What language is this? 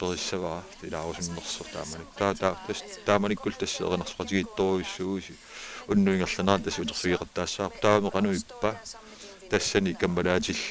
Kalaallisut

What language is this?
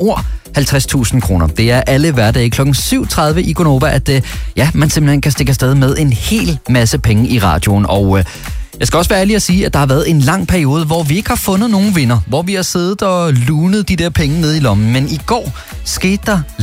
Danish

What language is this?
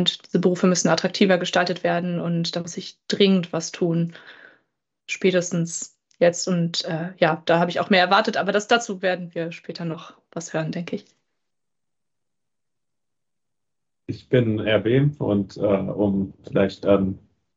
German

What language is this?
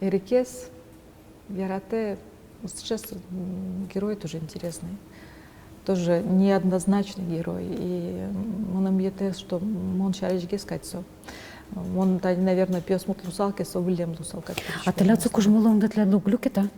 Udmurt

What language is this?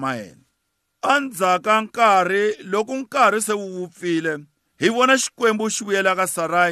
Tsonga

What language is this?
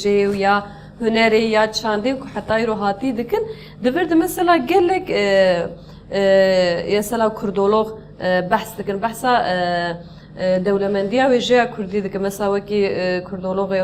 Kurdish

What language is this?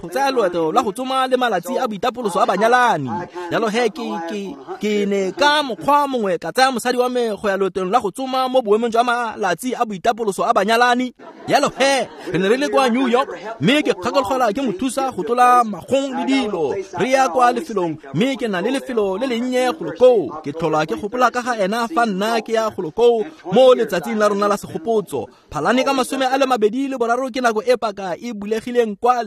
Tswana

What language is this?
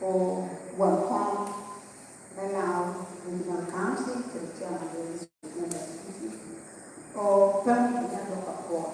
Lango (Uganda)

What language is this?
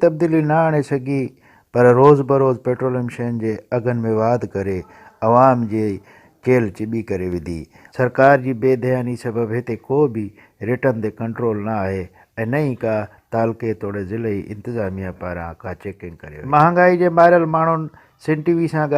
Sindhi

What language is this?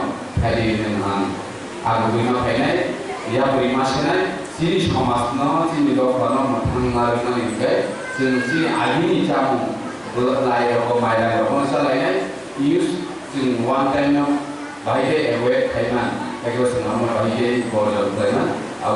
Kok Borok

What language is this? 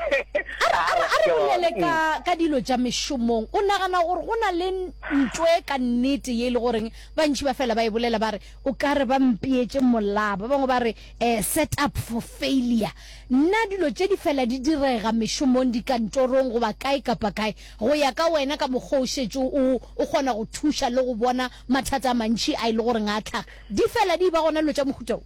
Northern Sotho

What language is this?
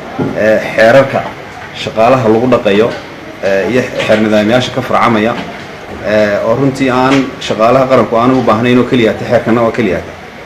Somali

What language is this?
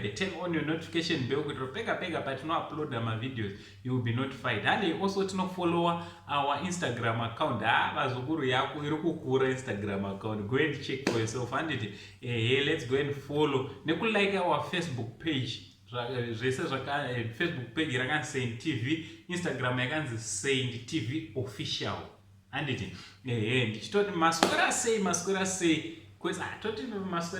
Shona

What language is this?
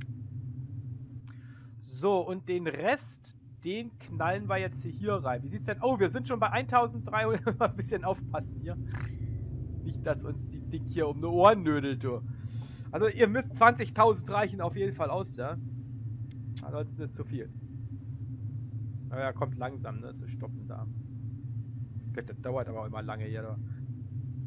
German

